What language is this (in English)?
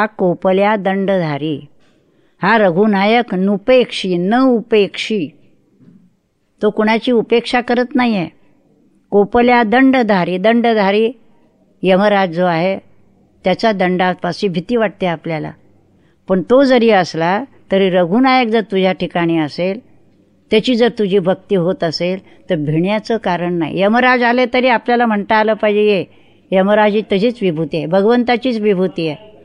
Marathi